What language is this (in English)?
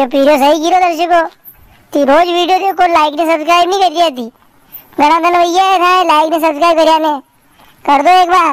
Rajasthani